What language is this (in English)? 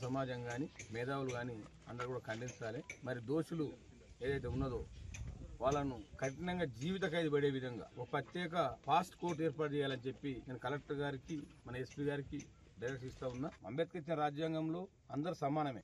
Telugu